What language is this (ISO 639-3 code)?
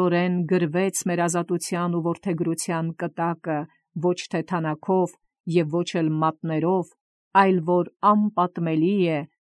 hye